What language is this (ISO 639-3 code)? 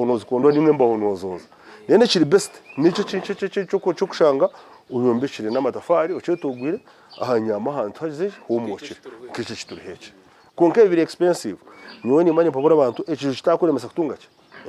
nyn